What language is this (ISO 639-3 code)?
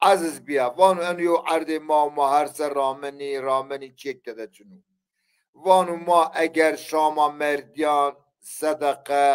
zza